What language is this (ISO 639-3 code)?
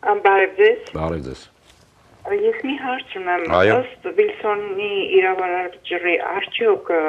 hye